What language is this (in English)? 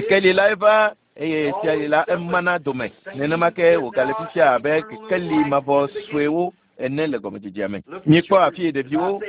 Ewe